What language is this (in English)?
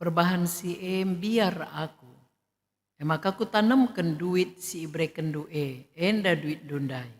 Batak Karo